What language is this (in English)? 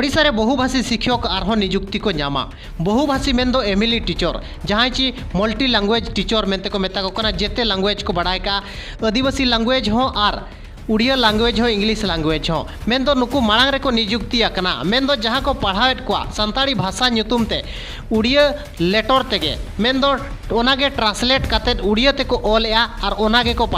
Santali